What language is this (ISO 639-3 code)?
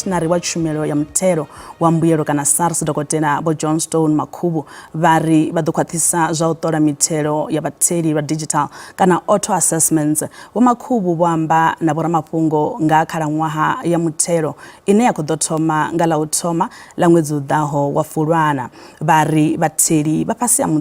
ven